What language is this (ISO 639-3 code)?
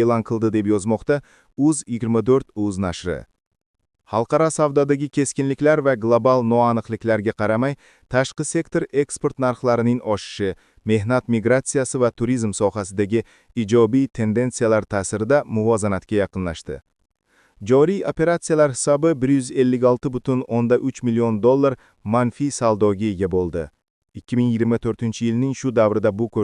uzb